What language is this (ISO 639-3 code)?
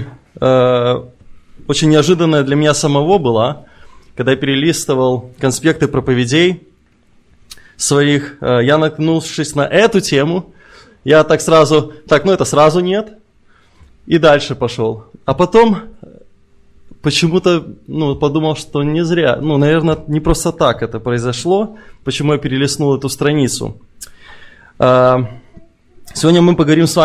rus